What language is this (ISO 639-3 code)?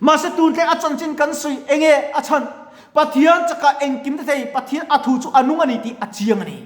lus